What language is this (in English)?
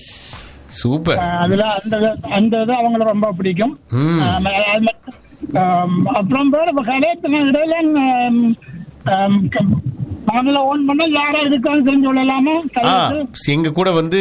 Tamil